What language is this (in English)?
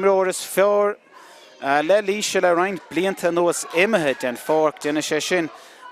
Irish